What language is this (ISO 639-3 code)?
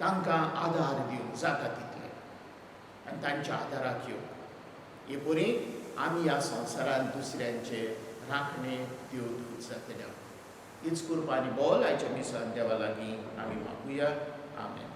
kok